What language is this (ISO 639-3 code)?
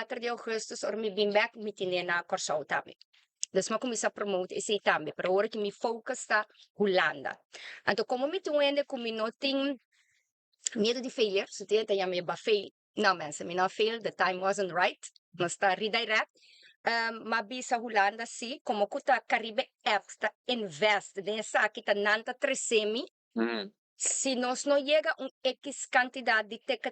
pap